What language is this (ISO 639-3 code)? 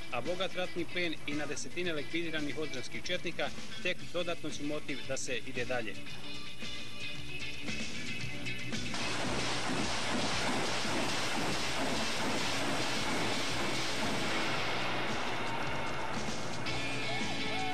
bos